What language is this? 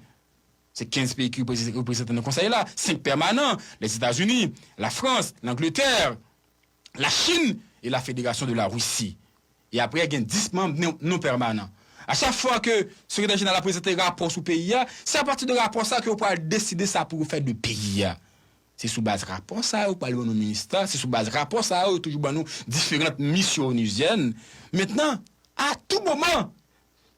Haitian Creole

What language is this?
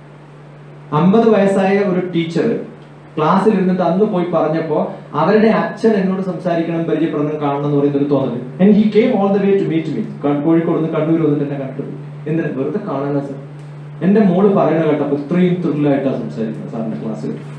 Malayalam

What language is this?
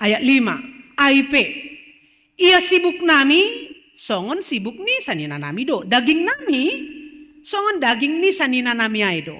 Batak Simalungun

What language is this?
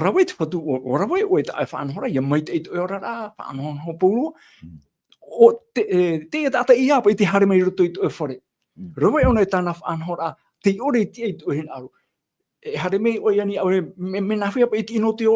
Tahitian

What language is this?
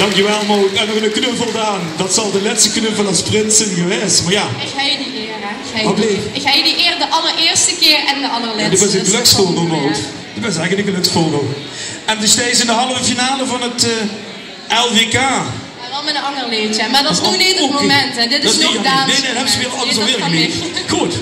Limburgish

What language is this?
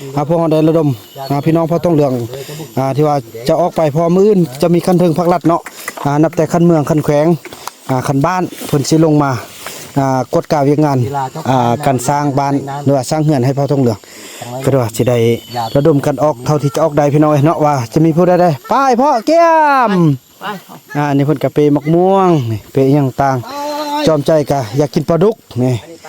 Northeastern Thai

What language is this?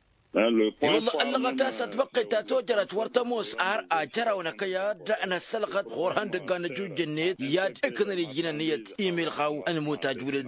Tamasheq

